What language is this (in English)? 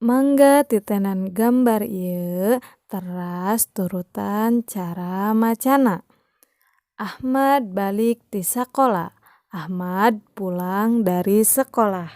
Sundanese